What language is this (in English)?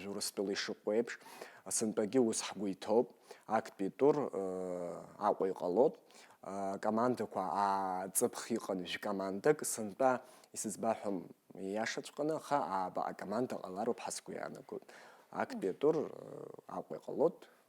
Abkhazian